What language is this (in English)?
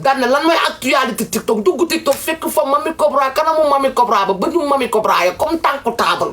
Wolof